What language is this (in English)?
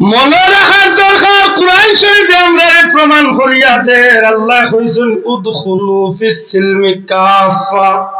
Sylheti